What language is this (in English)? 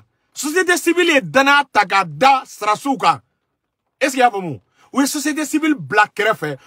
Bambara